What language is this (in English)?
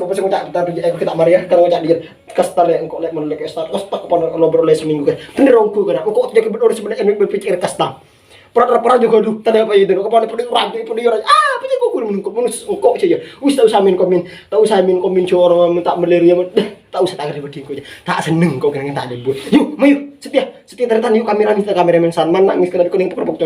Madurese